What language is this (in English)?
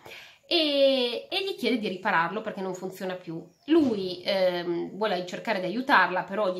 Italian